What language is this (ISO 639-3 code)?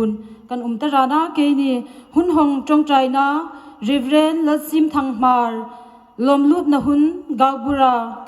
hmr